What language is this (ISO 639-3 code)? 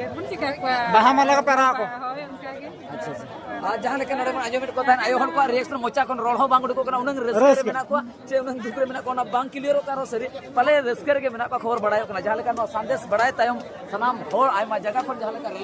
sat